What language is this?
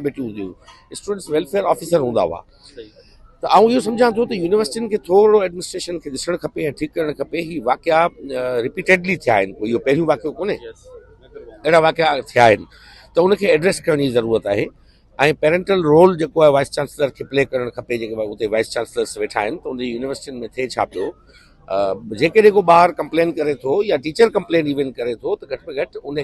Sindhi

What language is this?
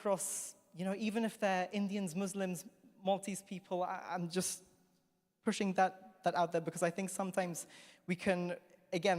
English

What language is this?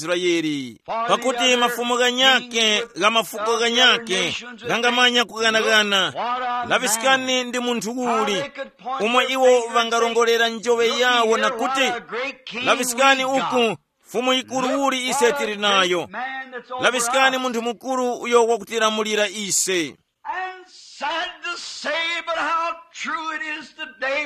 Tumbuka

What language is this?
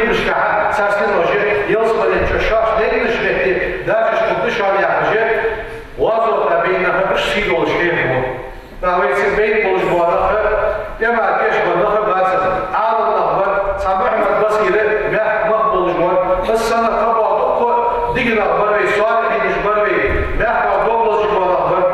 Ingush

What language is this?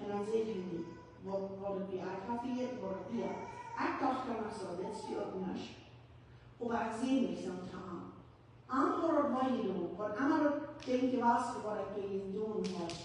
Plautdietsch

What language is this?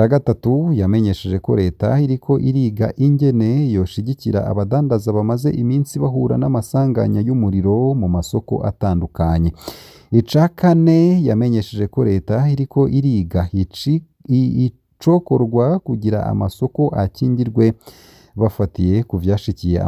Rundi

